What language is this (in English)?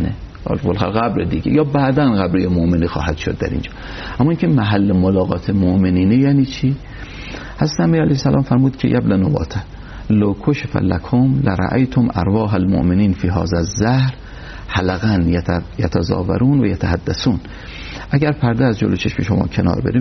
Persian